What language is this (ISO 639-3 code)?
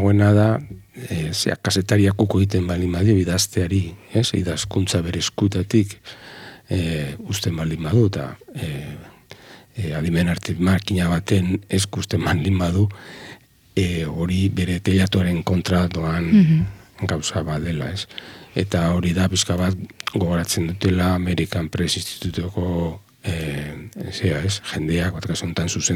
eus